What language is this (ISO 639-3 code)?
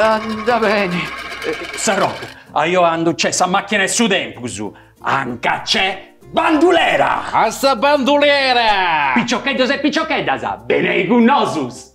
srd